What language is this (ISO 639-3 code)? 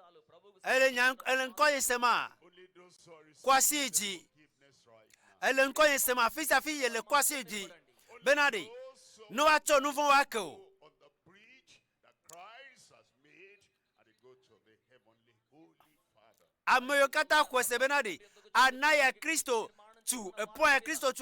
ewe